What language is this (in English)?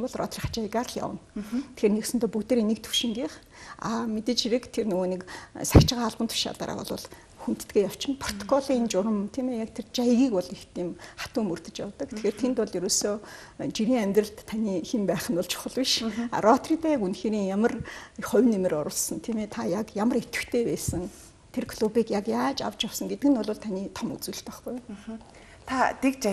Mongolian